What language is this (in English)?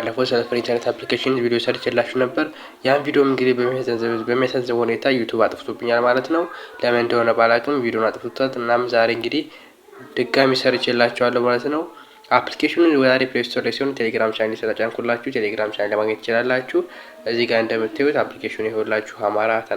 Amharic